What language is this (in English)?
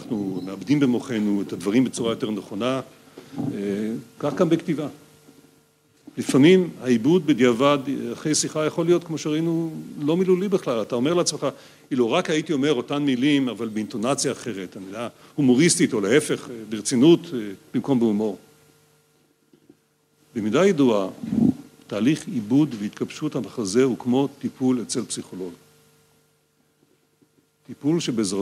Hebrew